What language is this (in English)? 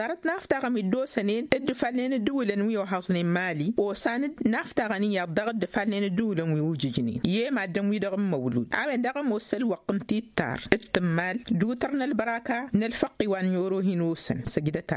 Tamasheq